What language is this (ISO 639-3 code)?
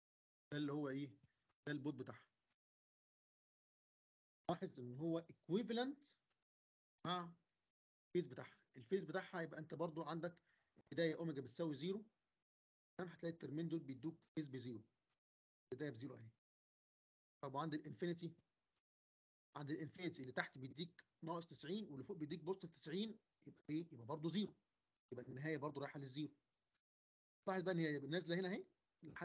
arz